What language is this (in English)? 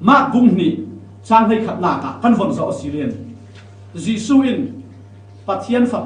Falam Chin